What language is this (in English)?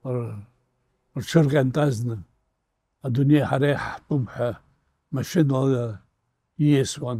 Abkhazian